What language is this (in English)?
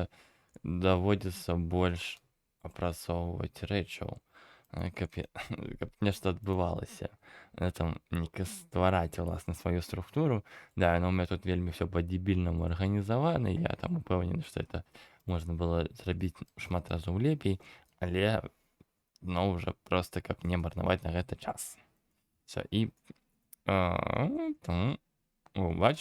Belarusian